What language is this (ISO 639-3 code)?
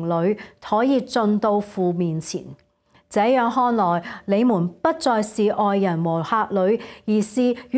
yue